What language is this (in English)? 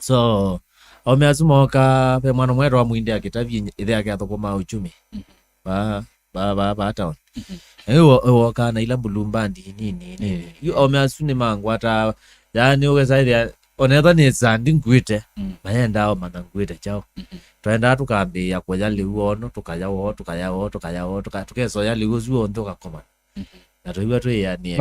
Kamba